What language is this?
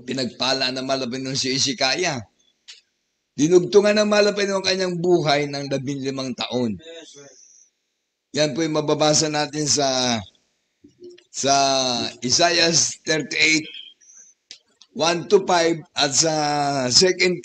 Filipino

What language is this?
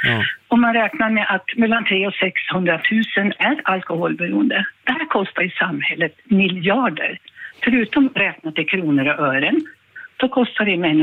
Swedish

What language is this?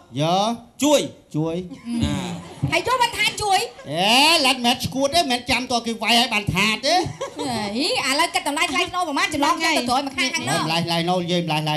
Khmer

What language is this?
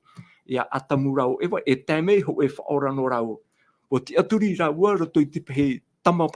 Tahitian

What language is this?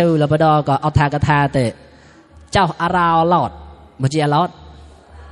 Mon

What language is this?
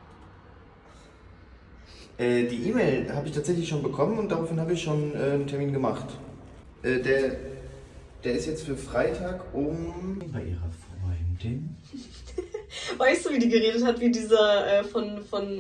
German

